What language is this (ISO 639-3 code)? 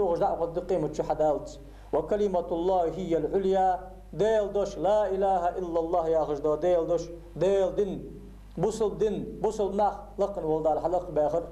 inh